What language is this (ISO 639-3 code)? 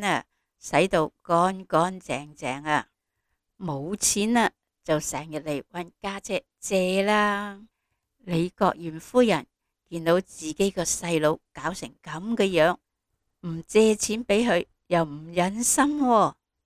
yue